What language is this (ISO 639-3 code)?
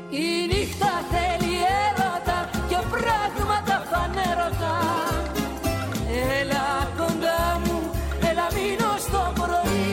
ell